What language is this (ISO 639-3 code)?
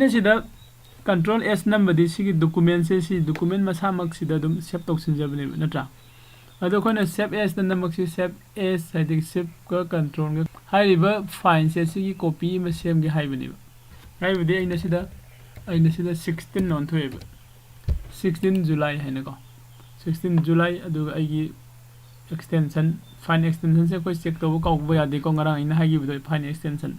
mni